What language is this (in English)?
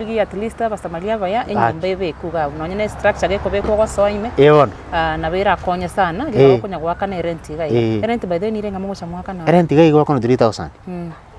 Gusii